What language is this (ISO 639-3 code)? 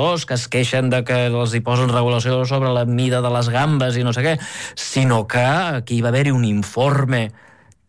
cat